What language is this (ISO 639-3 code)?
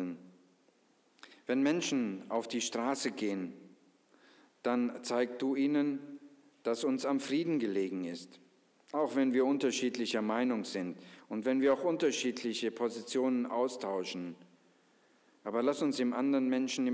deu